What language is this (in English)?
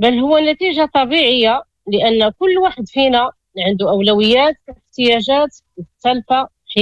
Moroccan Arabic